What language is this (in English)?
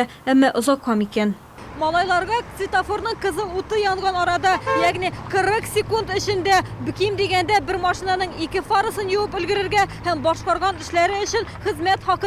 Tatar